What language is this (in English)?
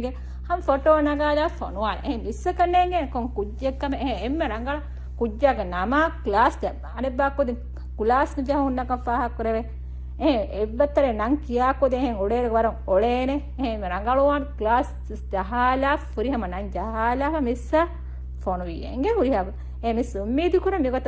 Divehi